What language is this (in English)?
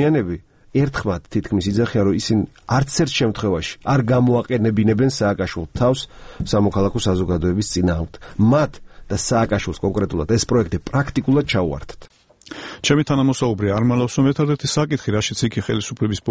Georgian